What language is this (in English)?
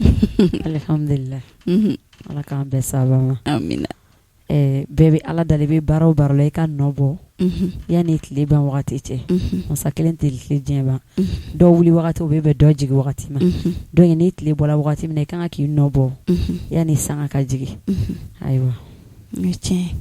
Bambara